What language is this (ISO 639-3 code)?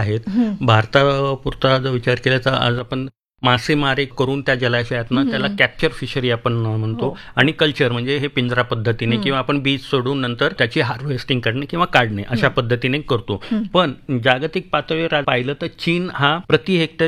mar